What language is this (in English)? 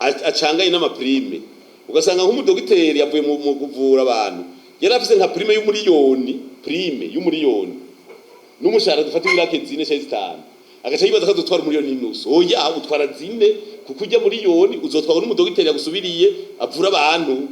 Rundi